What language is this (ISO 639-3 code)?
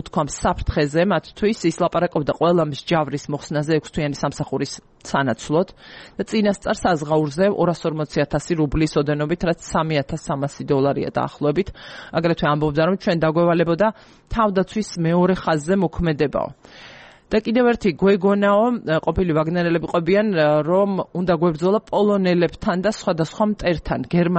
kat